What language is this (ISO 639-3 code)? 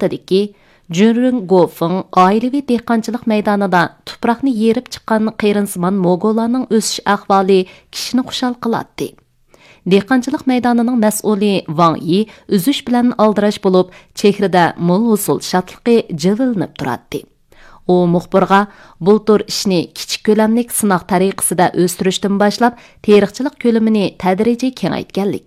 uig